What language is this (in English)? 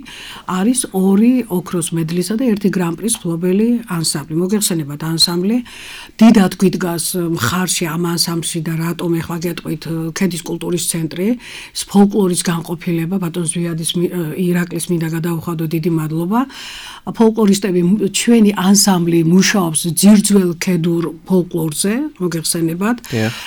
Georgian